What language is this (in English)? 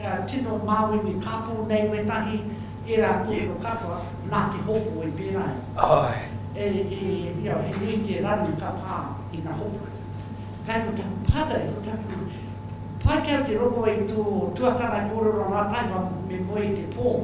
Māori